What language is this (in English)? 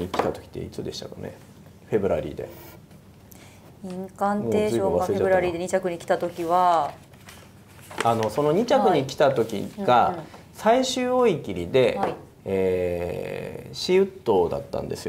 Japanese